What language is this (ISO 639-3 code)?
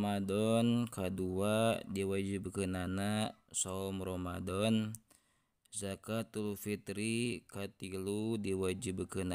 sun